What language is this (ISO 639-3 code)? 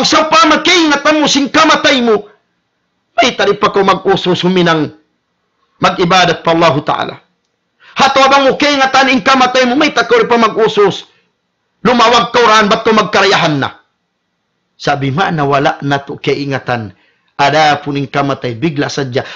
tsg